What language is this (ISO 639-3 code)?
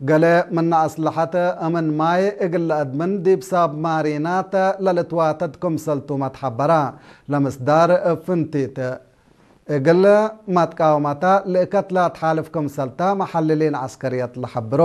tig